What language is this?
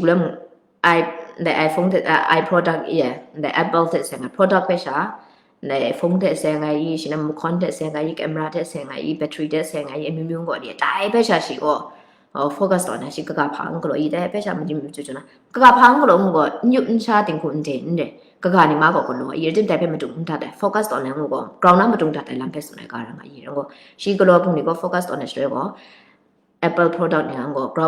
Kachin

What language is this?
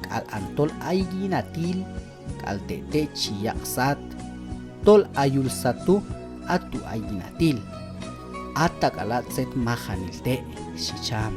Q'anjob'al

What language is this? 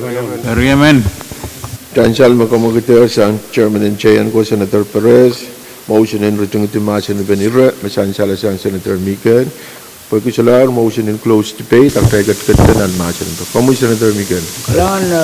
Pohnpeian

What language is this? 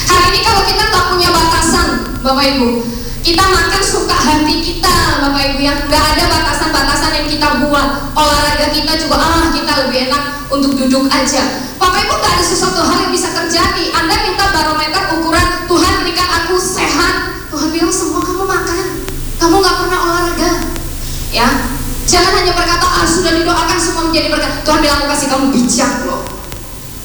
Indonesian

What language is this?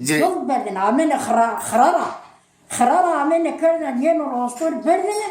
Zaza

